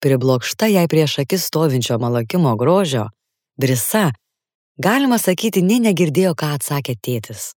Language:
Lithuanian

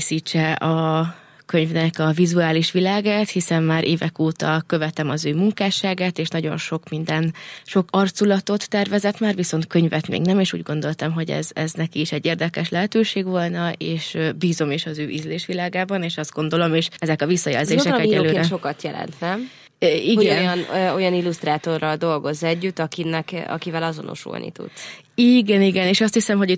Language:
Hungarian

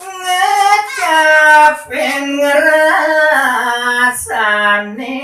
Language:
Balinese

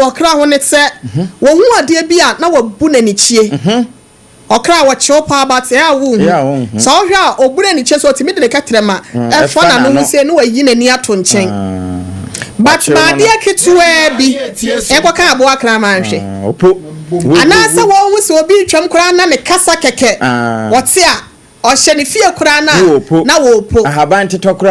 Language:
Akan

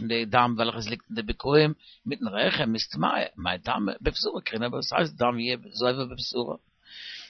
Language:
Yiddish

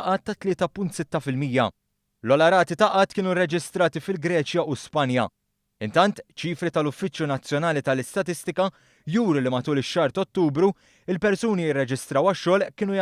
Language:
Maltese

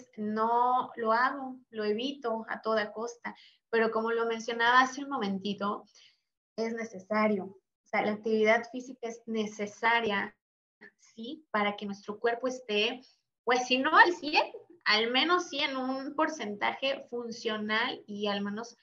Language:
Spanish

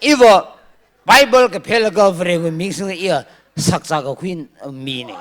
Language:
Tangkhul Naga (India)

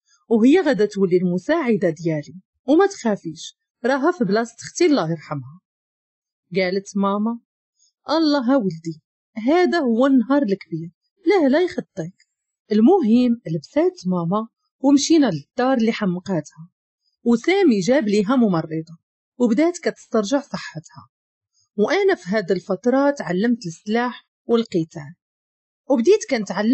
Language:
Moroccan Arabic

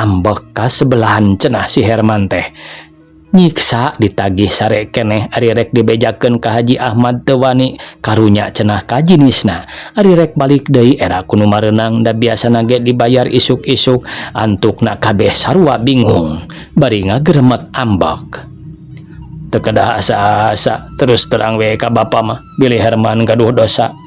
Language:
Sundanese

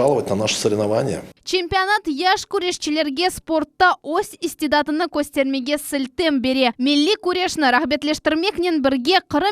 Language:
Crimean Tatar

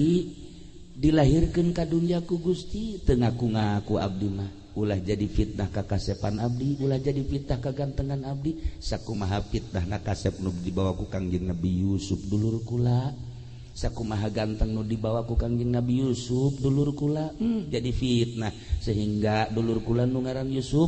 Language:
Sundanese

